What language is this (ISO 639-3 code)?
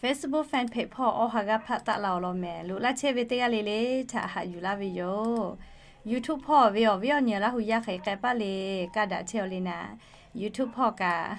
lhu